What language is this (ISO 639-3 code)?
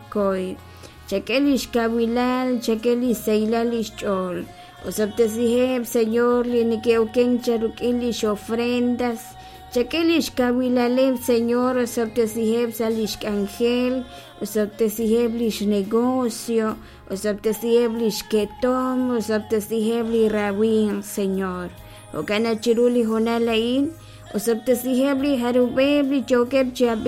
kek